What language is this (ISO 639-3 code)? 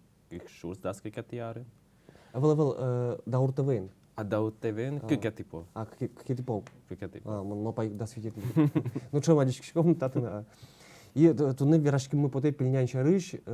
udm